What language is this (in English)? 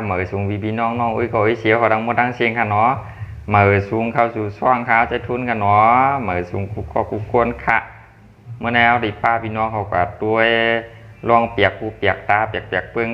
Shan